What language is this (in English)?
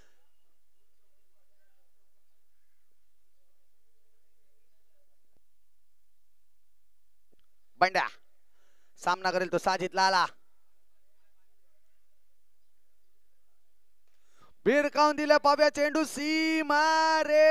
Marathi